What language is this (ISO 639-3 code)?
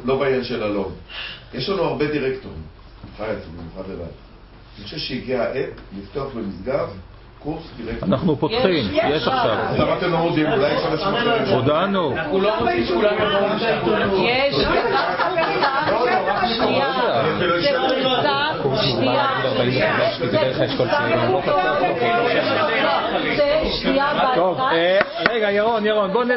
heb